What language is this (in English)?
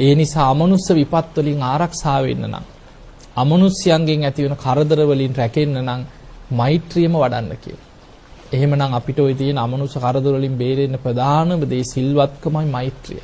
Sinhala